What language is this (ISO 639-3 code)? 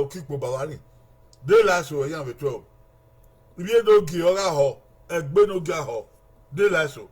bin